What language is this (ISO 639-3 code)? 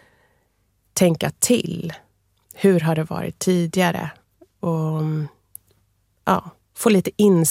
swe